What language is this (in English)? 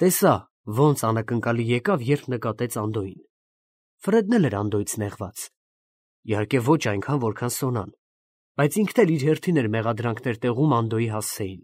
Armenian